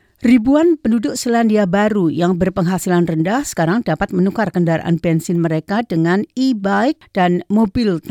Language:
Indonesian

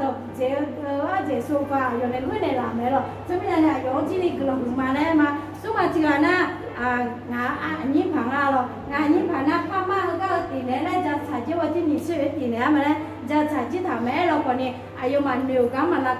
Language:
Akha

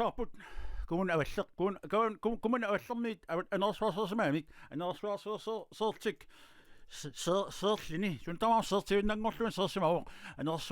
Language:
Kalaallisut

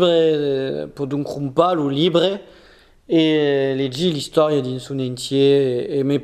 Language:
Occitan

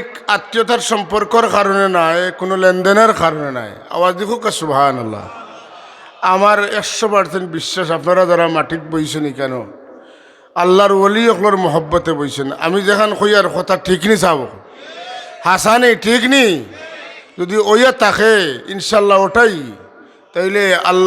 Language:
Sylheti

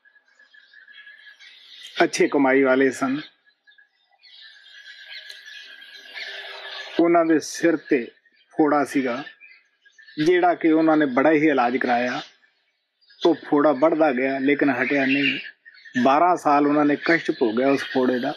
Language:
Punjabi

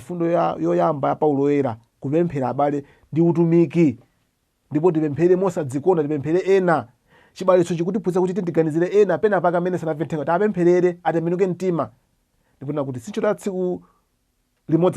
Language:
Nyanja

